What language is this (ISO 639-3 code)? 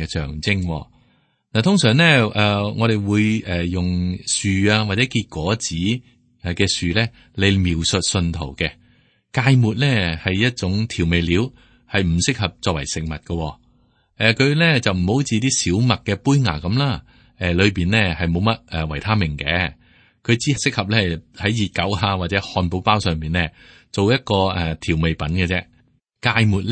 yue